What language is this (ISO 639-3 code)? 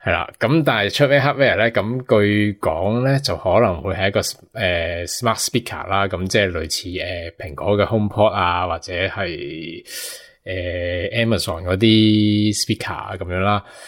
yue